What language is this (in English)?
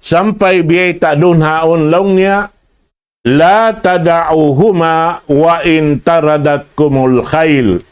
Tausug